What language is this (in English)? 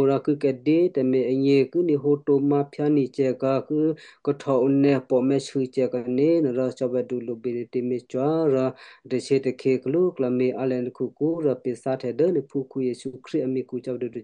Western Kayah